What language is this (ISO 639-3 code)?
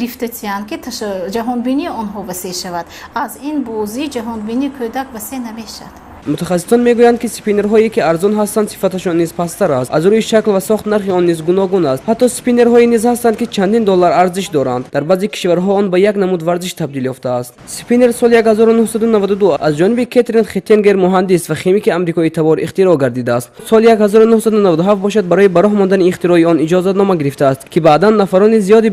tgk